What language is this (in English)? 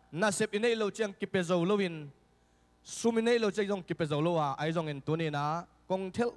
Tedim Chin